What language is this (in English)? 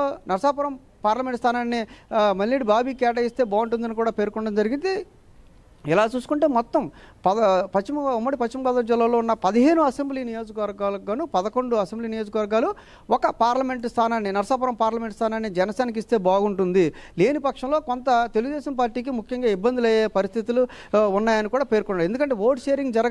Telugu